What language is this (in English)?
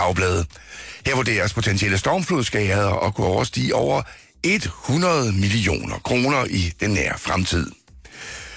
Danish